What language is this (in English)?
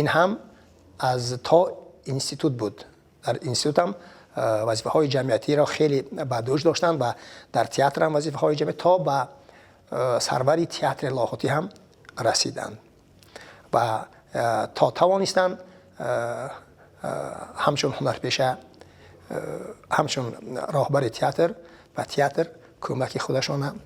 Tajik